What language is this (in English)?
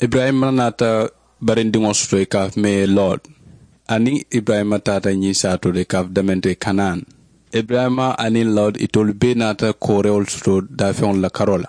Mandingo